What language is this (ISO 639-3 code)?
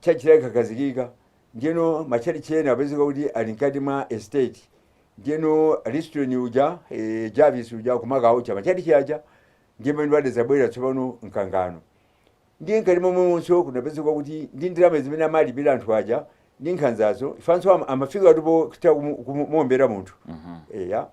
nya